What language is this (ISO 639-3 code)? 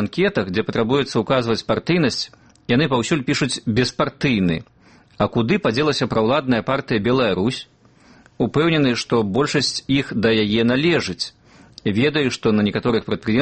bel